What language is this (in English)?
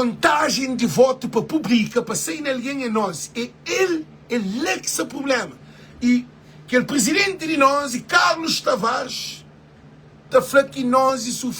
Kabuverdianu